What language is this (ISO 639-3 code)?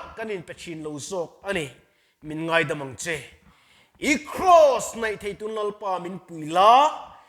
lus